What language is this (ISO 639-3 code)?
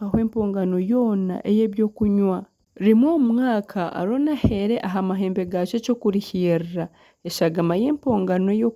nyn